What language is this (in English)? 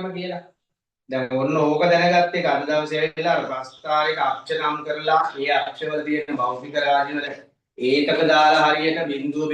Sinhala